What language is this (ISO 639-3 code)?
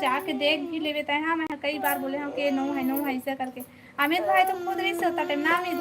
hne